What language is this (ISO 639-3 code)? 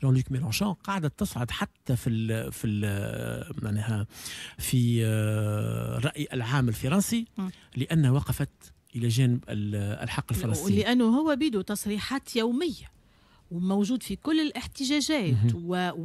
aeb